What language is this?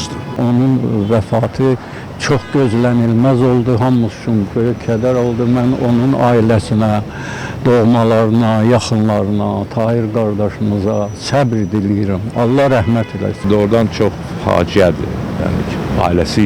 Azerbaijani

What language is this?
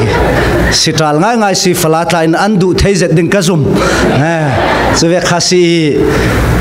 Falam Chin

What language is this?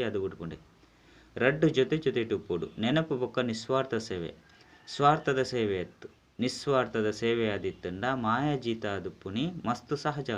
Tulu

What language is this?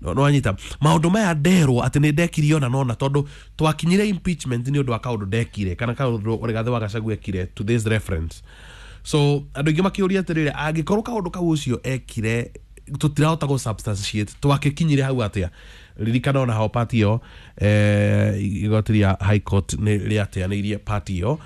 Kikuyu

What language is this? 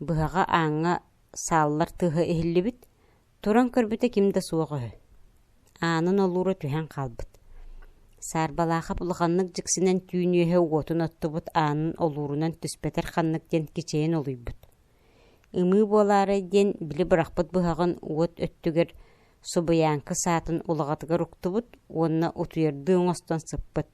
Yakut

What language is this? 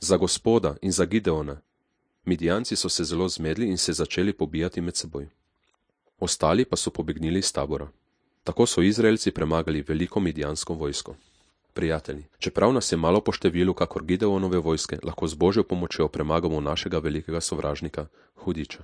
Slovenian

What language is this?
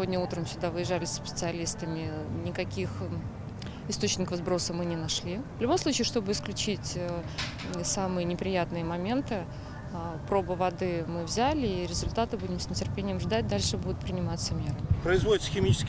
Russian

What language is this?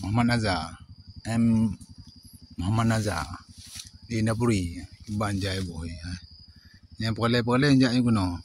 Achinese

